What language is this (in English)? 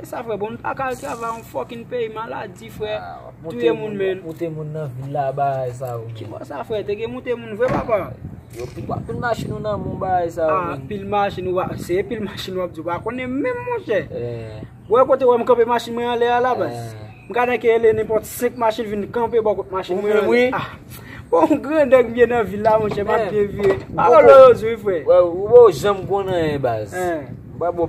Haitian Creole